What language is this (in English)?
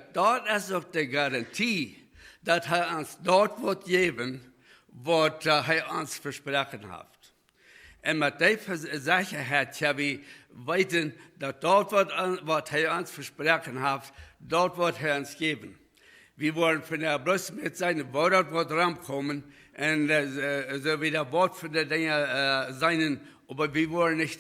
Plautdietsch